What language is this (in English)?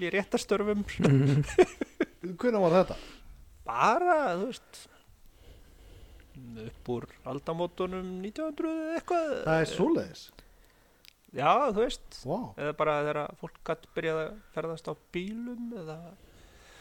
Icelandic